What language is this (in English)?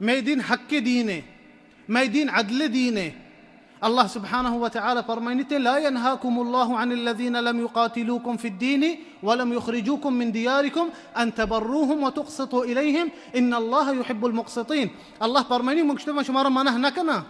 Baluchi